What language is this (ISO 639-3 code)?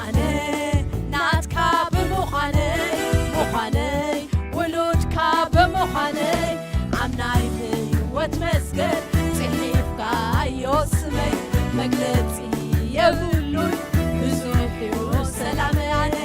tir